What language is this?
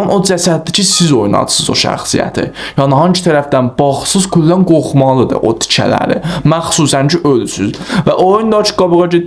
South Azerbaijani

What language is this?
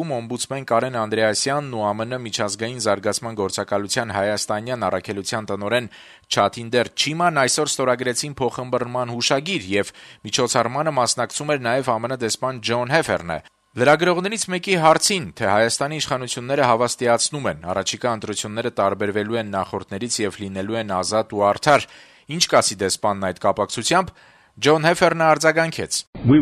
Armenian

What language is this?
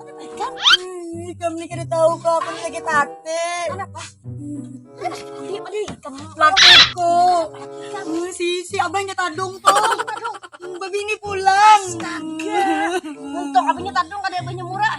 Banjar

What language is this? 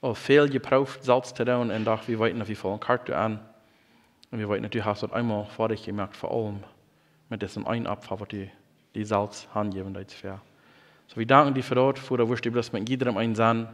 Plautdietsch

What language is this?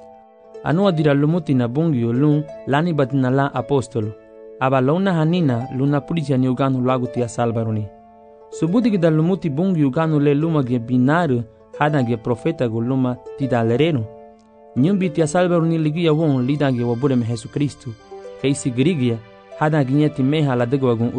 Garifuna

